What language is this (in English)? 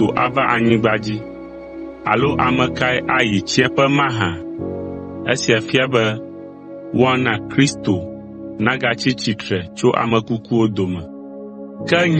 Ewe